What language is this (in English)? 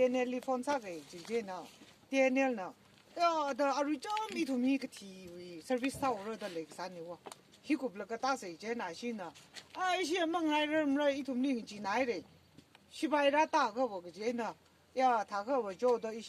Tangkhul Naga (India)